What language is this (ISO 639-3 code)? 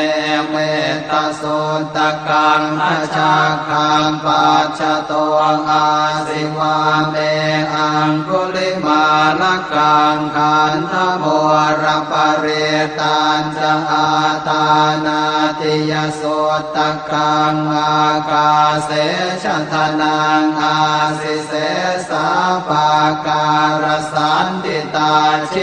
pli